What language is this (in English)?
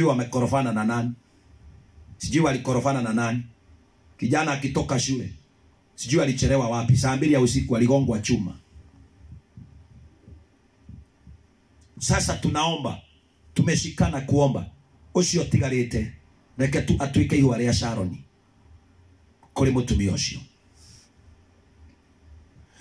Swahili